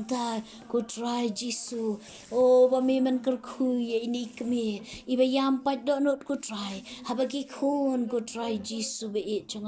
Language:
Khasi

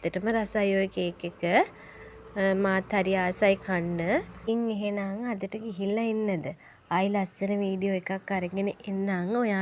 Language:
Sinhala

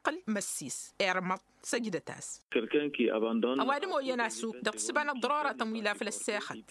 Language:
Tamasheq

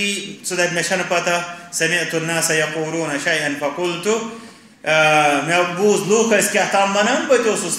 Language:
Kashmiri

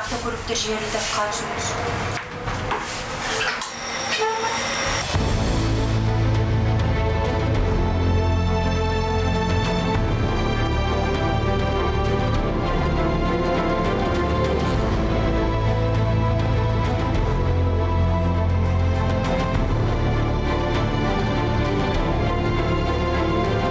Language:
Kazakh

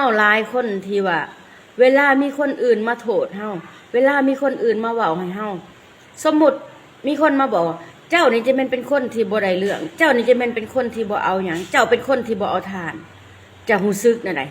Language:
Lao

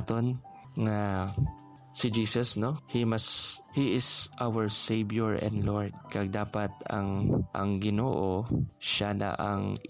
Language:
Hiligaynon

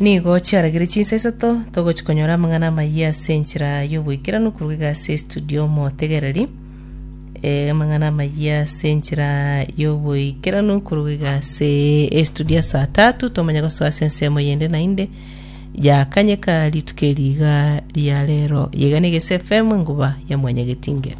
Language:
Gusii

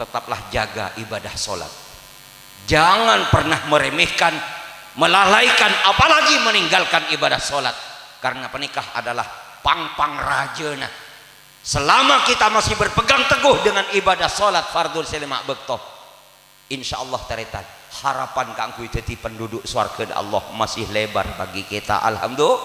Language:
Madurese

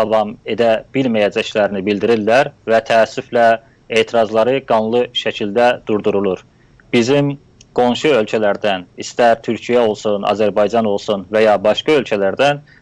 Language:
South Azerbaijani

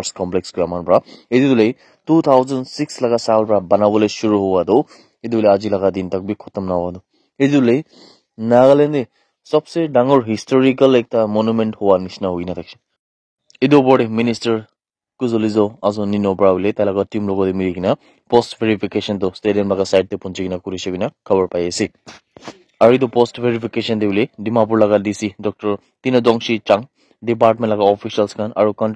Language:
Naga Pidgin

